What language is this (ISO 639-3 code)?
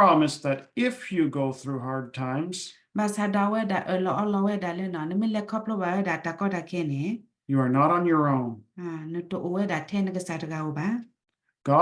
ksw